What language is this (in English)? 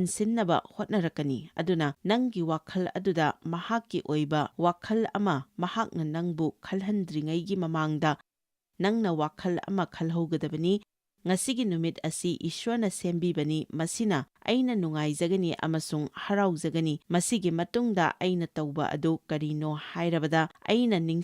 Manipuri